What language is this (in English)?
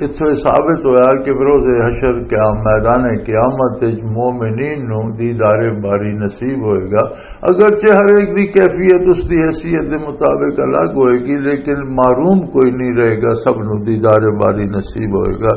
Western Panjabi